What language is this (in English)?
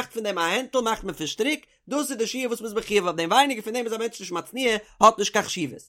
Yiddish